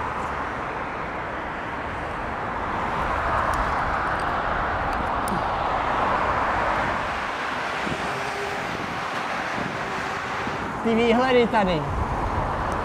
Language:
Czech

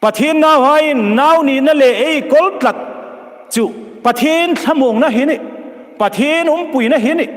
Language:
Hmar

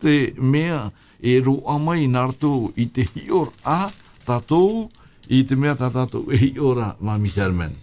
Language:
Tahitian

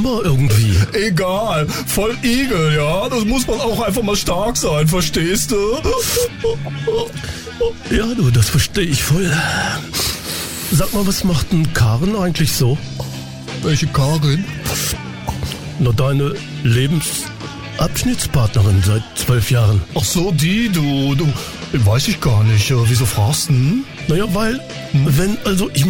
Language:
German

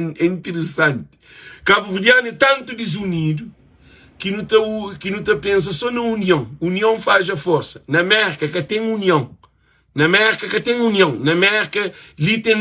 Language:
Kabuverdianu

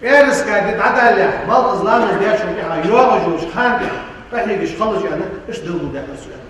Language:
Ingush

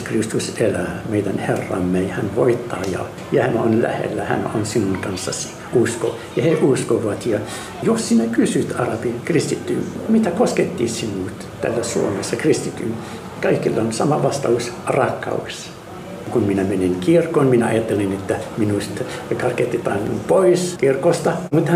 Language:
Finnish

